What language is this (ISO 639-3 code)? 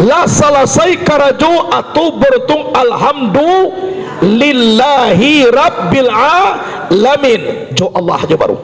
min